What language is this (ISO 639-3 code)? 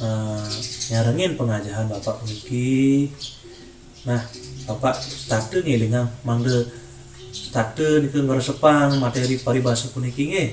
ban